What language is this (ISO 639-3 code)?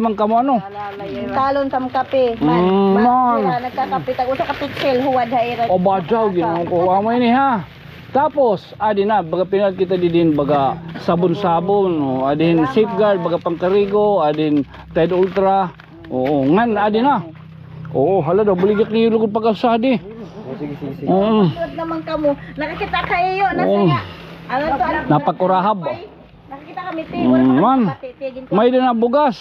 war